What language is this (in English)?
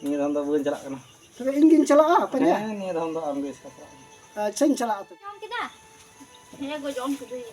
Santali